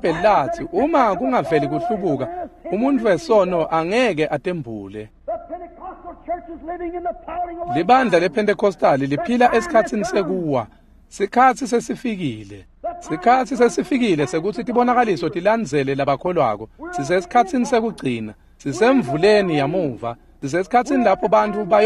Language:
Swati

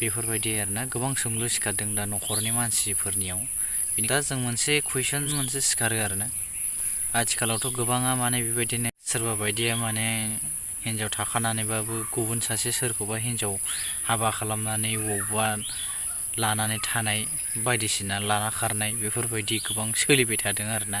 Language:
Bodo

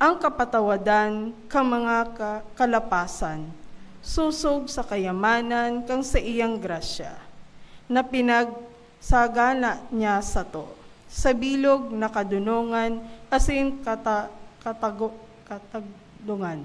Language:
Bikol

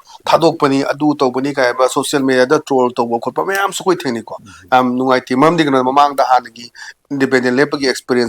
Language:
Manipuri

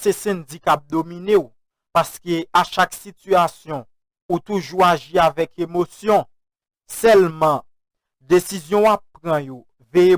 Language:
Haitian Creole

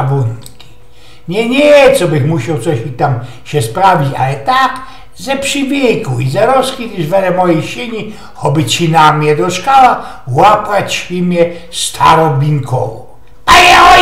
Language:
Silesian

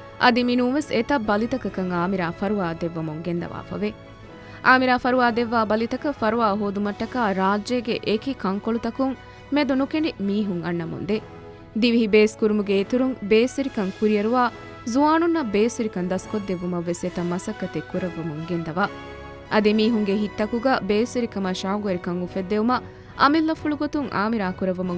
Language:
Divehi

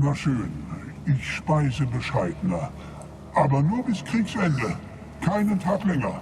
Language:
Swiss German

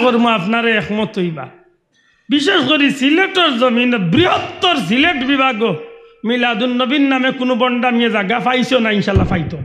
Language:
Sylheti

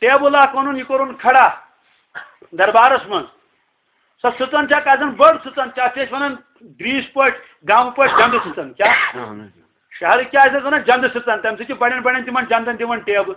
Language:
Kashmiri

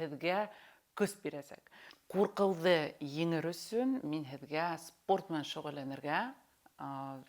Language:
Bashkir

